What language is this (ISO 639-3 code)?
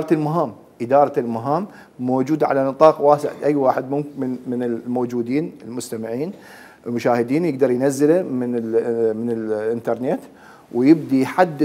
acm